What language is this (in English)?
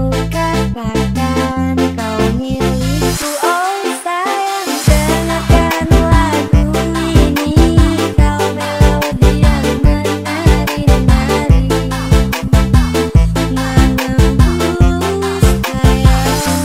Indonesian